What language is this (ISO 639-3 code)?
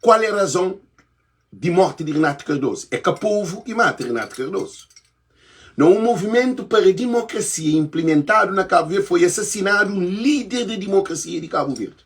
kea